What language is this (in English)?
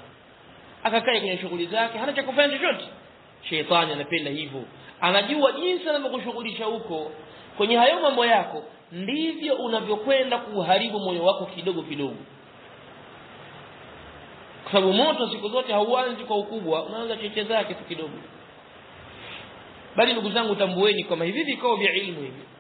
Swahili